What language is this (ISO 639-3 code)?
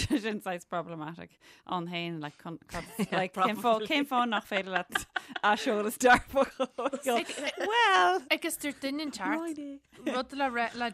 gle